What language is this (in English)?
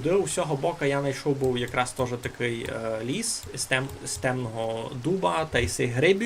Rusyn